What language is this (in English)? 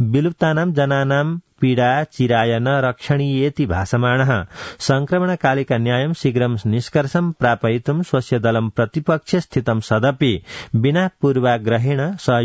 Sanskrit